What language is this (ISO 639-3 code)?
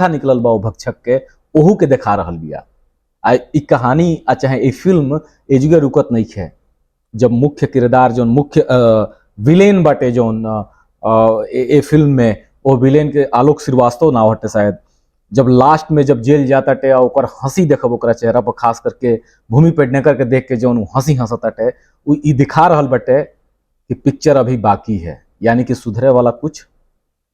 bho